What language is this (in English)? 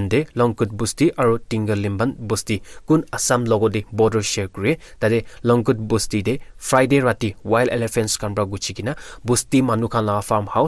Naga Pidgin